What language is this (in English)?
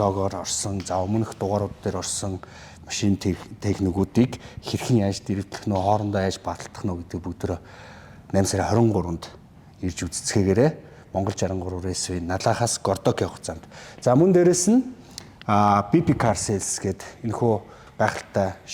Mongolian